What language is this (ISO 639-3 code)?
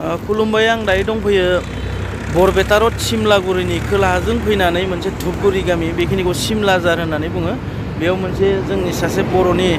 brx